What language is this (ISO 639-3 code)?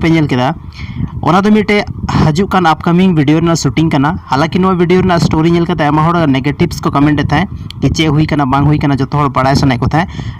sat